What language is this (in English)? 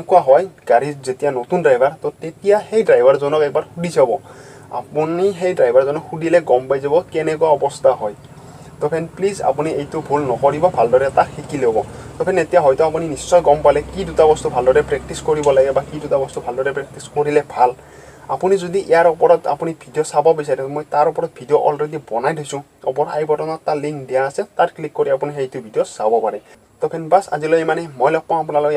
Assamese